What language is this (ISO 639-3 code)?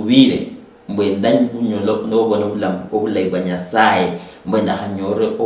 luy